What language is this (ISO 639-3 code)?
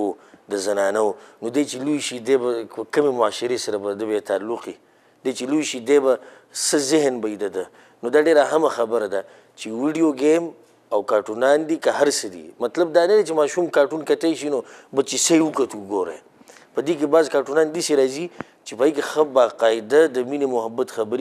pus